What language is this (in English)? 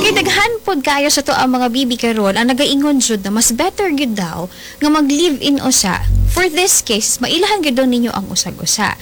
Cebuano